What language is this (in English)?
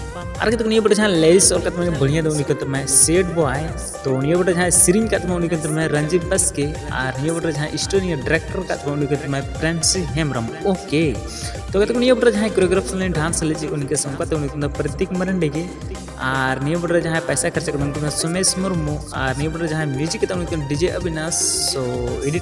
Santali